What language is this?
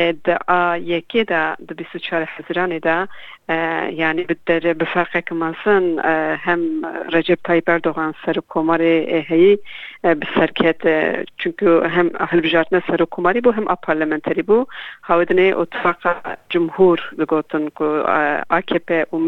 Kurdish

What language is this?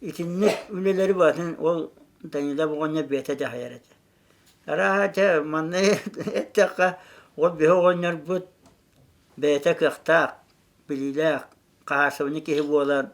Yakut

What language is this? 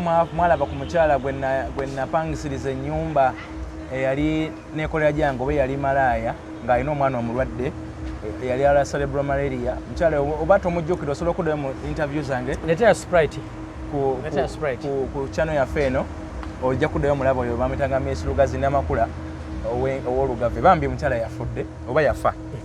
Ganda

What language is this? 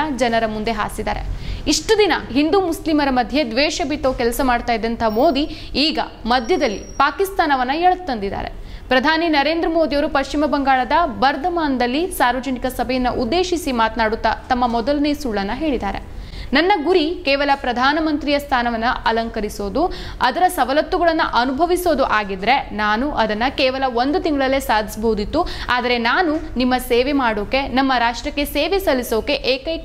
Kannada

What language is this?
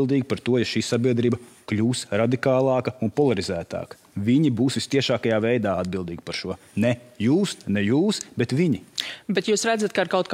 Latvian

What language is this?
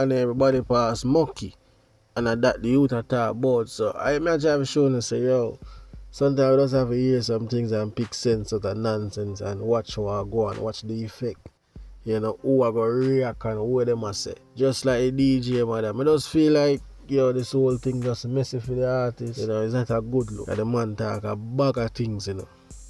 Jamaican Creole English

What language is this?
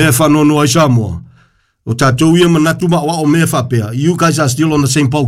Samoan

